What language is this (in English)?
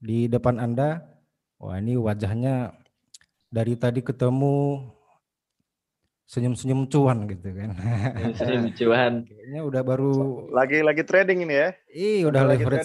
Indonesian